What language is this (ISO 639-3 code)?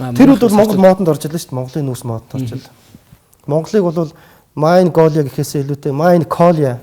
mon